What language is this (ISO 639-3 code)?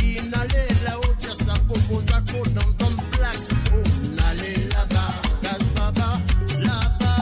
mfe